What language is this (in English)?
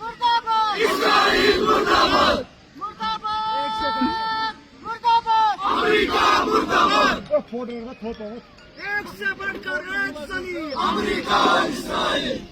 Kashmiri